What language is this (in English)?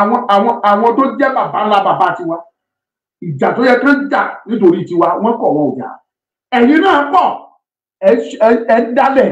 Yoruba